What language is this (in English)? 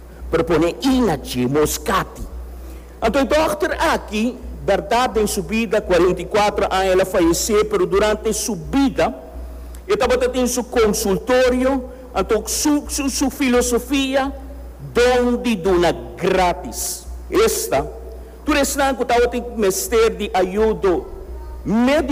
Papiamento